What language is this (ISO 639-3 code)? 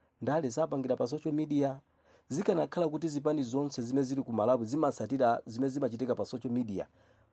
nya